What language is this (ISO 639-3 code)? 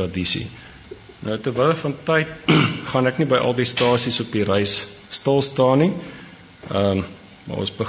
afr